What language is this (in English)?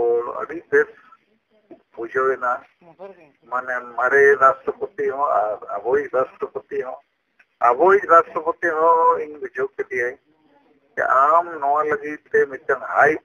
Santali